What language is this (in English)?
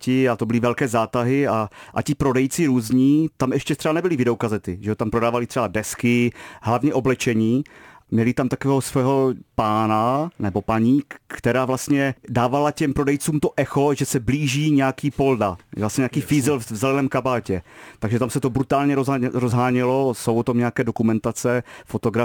Czech